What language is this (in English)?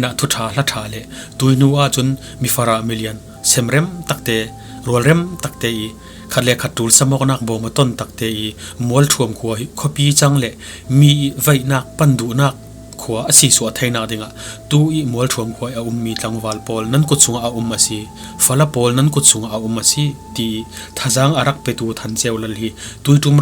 Falam Chin